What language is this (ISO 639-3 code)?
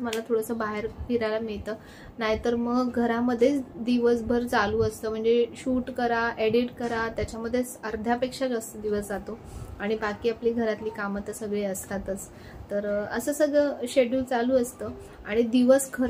mar